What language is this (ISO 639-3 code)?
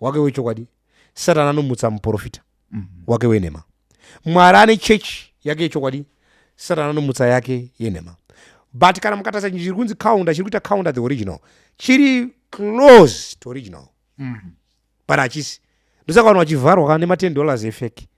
sna